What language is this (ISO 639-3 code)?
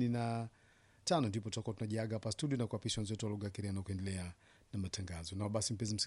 swa